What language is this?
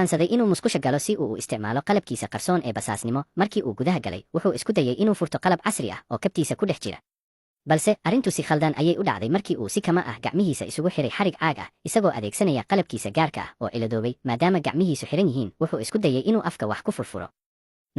Somali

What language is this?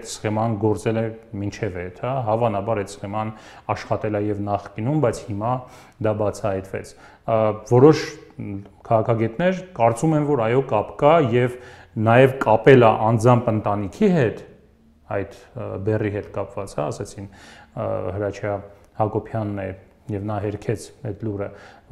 Armenian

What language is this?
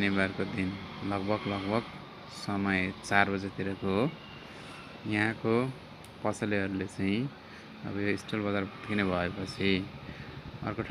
Nepali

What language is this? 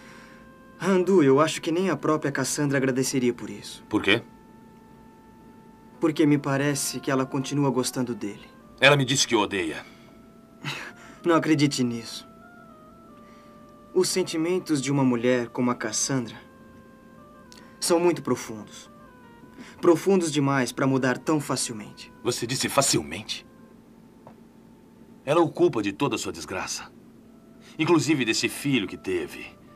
Portuguese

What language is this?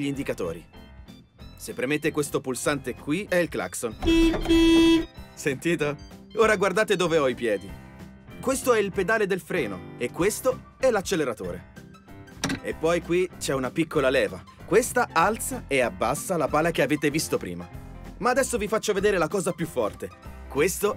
Italian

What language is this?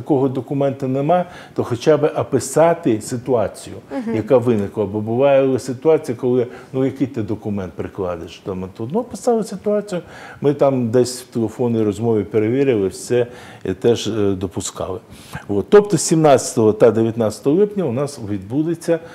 Ukrainian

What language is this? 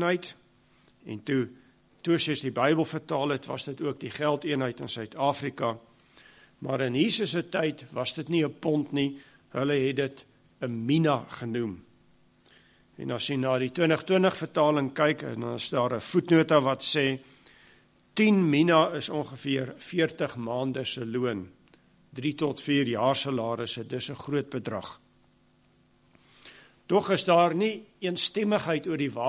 Afrikaans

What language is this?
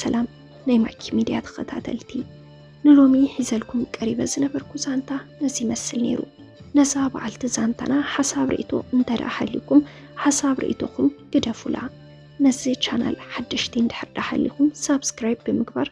Tigrinya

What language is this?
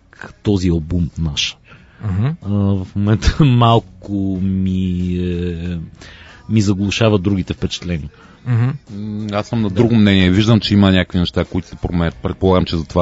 Bulgarian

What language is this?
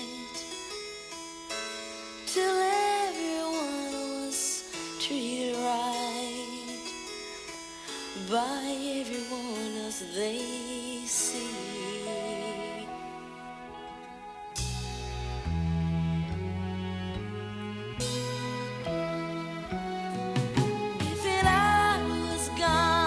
English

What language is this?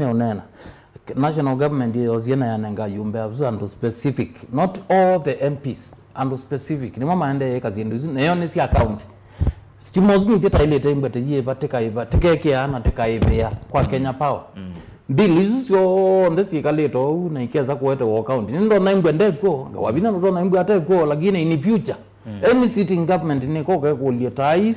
Kamba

